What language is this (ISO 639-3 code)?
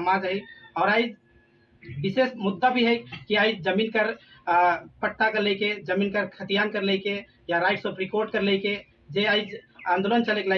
sck